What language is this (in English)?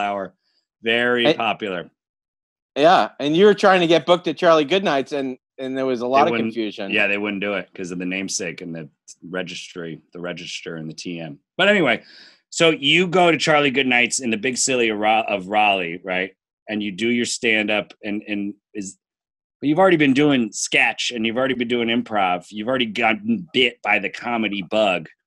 English